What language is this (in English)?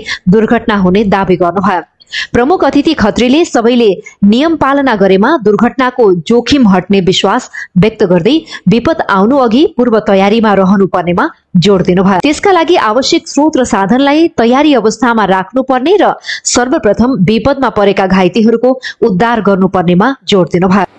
Nepali